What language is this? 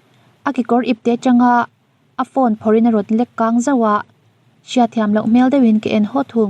Mizo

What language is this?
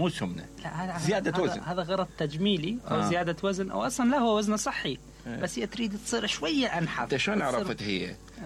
Mesopotamian Arabic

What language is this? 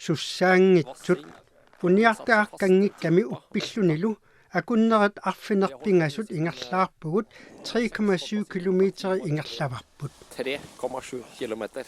Kalaallisut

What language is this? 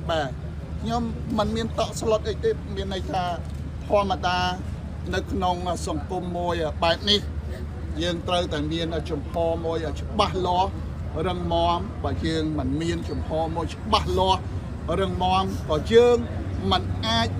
Khmer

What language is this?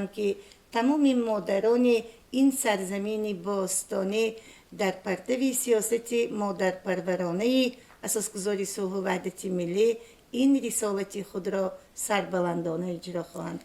Tajik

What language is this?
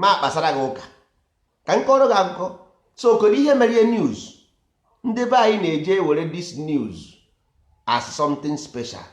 Igbo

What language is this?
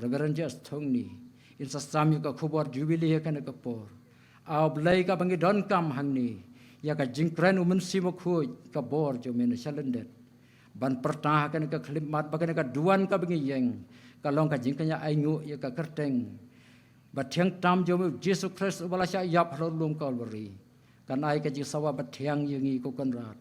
Khasi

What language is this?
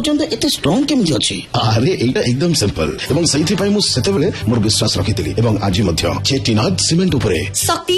Odia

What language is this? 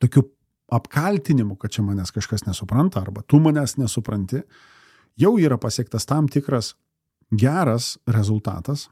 Lithuanian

